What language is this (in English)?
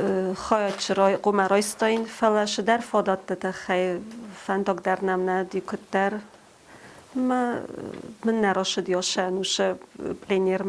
Ossetic